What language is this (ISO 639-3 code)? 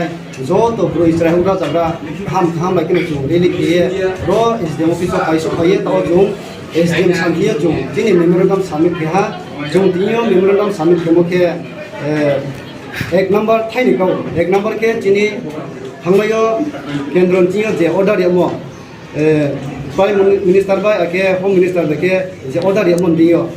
ria